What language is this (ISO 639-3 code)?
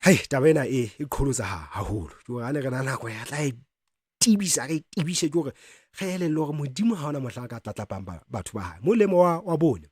sot